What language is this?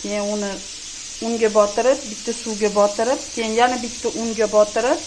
Uzbek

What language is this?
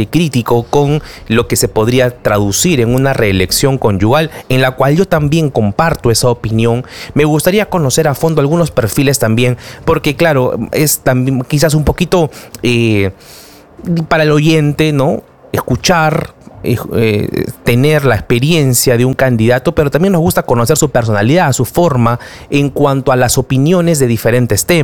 Spanish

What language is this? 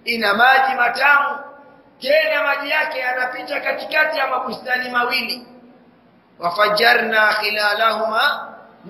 Swahili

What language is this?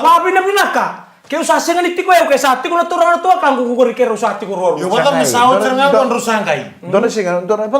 Fijian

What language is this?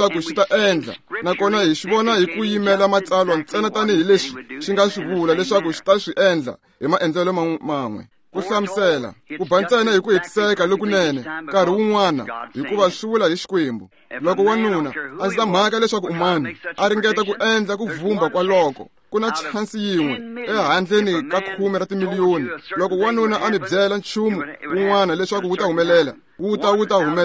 Tsonga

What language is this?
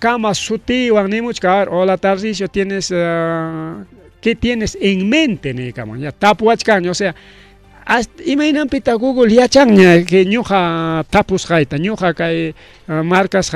Ayacucho Quechua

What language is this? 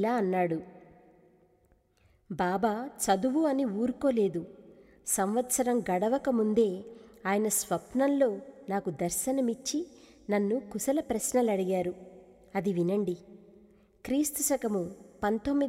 Telugu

